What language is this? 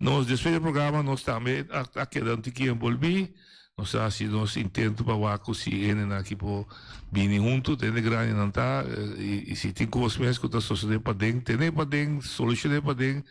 Papiamento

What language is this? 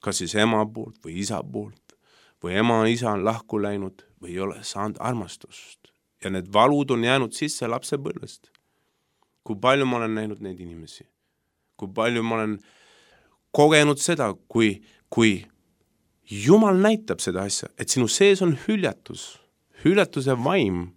Estonian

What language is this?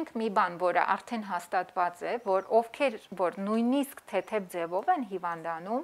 Armenian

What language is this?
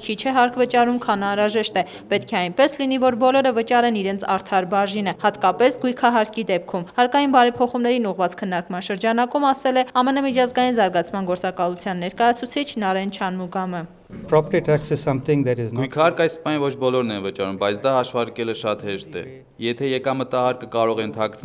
Armenian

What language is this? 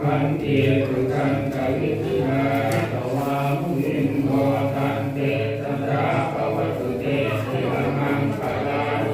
Pali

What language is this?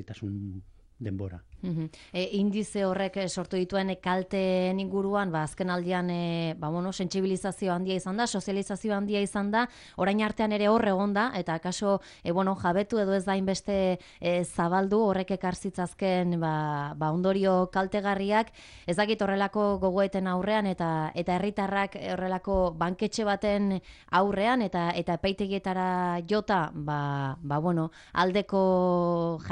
Basque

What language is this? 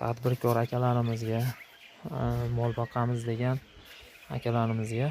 Uzbek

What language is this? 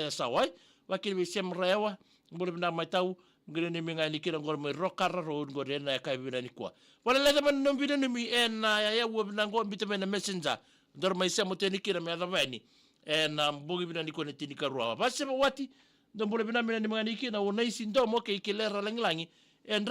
Fijian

